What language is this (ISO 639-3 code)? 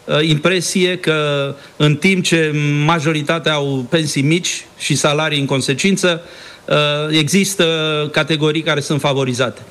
ron